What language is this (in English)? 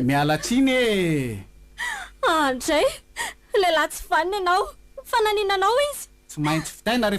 Malagasy